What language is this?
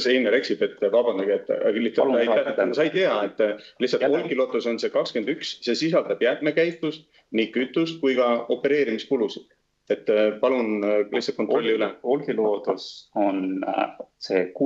Estonian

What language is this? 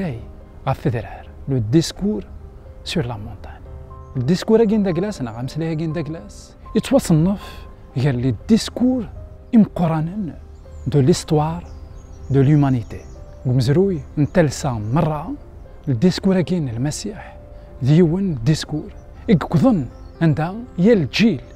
Kabyle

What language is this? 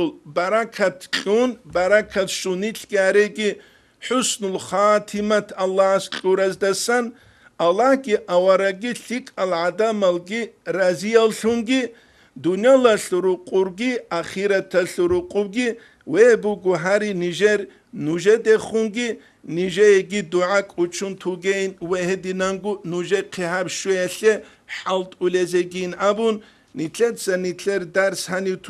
Avaric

